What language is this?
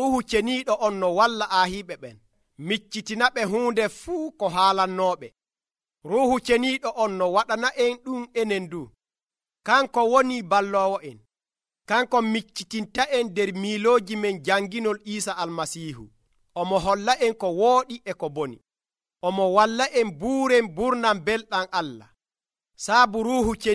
Nigerian Fulfulde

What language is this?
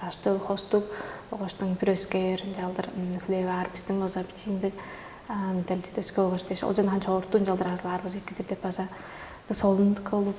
Tuvinian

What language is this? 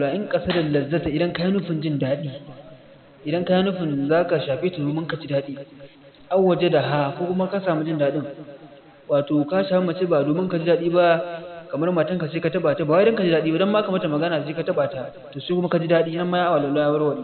Hausa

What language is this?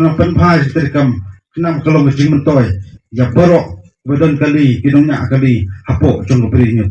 Khasi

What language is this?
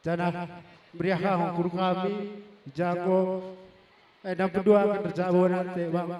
Batak Karo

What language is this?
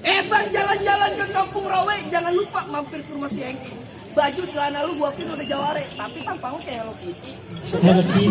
Betawi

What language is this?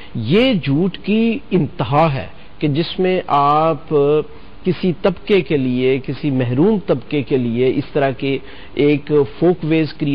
Urdu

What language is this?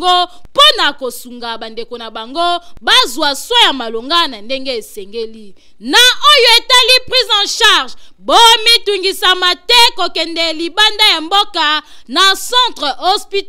Lingala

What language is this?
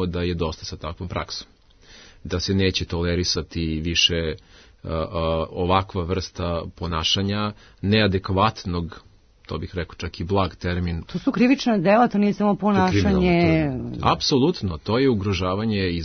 Serbian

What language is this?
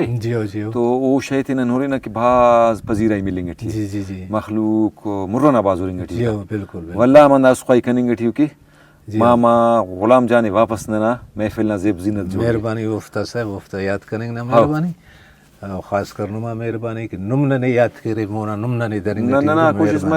Brahui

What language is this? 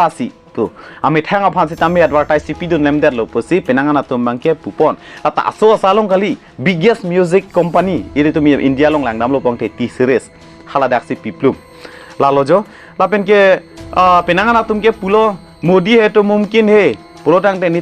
Karbi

